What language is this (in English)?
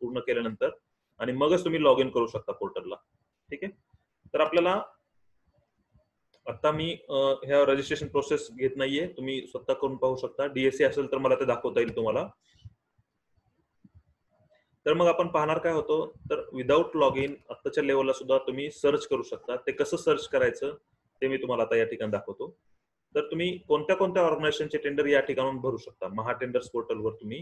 Marathi